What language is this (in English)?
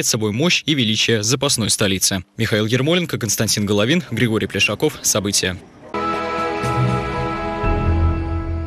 Russian